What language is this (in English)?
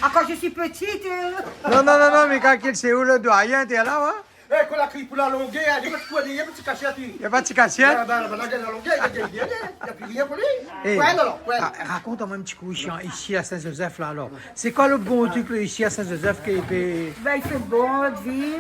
Réunion Creole French